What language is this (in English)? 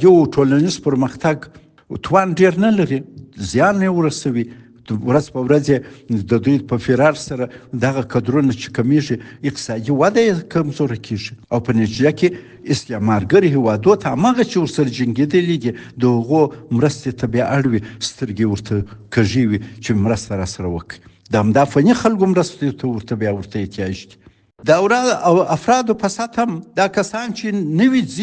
Pashto